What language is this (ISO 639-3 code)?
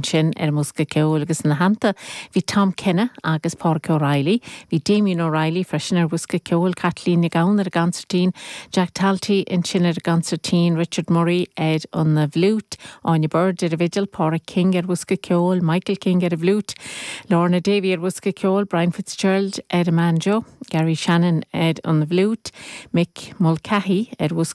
gle